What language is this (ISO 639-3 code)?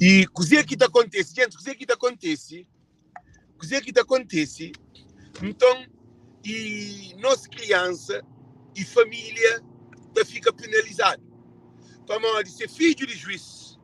kea